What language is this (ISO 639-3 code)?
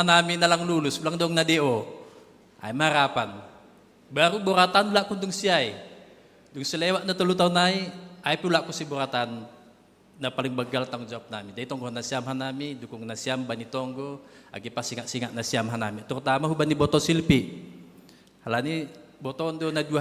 bts